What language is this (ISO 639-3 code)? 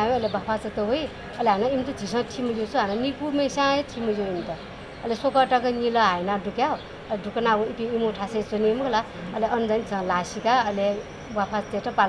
new